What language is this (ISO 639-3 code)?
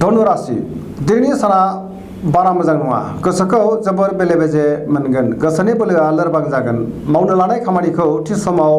brx